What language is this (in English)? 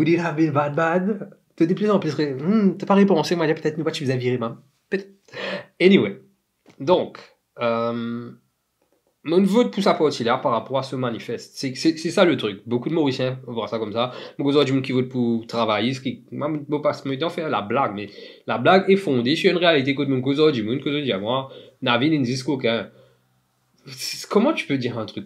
Morisyen